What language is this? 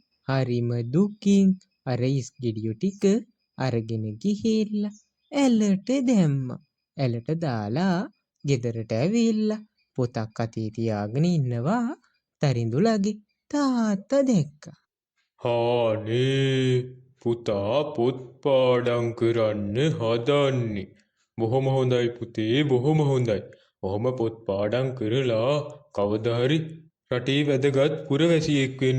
Sinhala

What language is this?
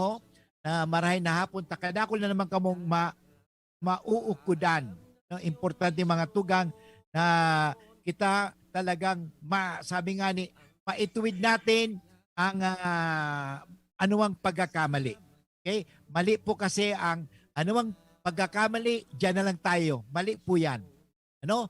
Bikol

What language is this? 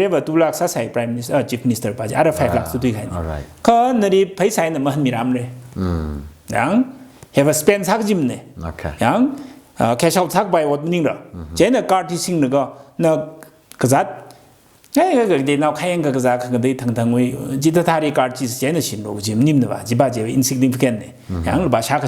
Tangkhul Naga (India)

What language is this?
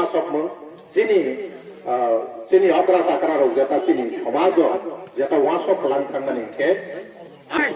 Kok Borok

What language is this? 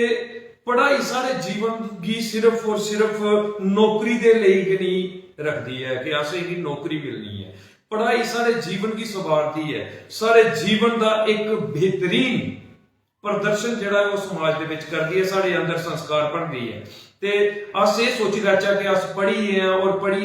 Dogri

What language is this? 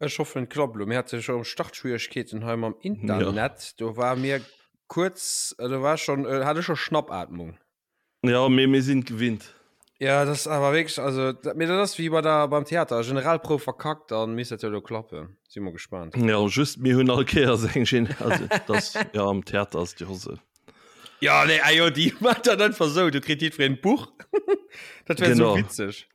Luxembourgish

